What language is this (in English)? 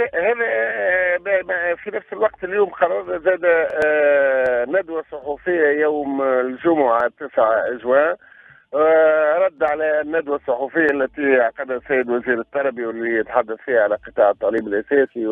Tunisian Arabic